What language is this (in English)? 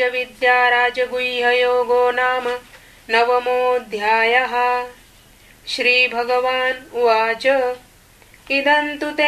Sanskrit